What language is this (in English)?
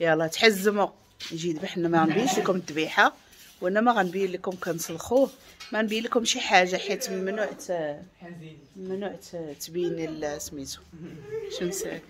Moroccan Arabic